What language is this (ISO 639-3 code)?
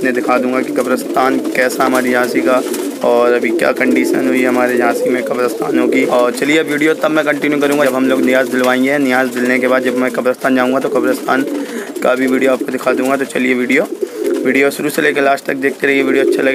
hin